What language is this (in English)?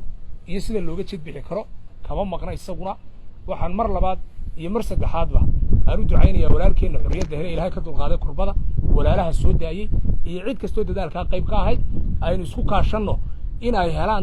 Somali